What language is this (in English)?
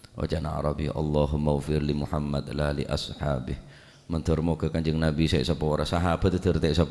Madurese